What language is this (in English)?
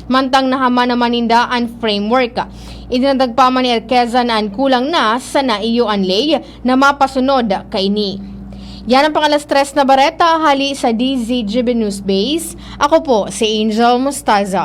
Bikol